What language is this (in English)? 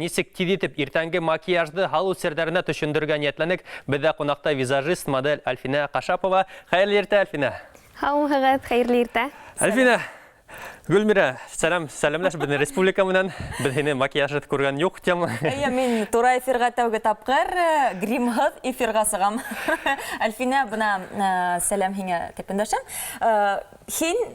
Bashkir